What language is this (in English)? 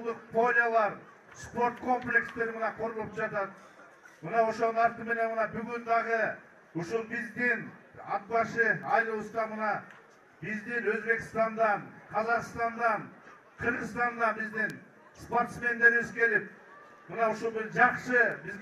Kyrgyz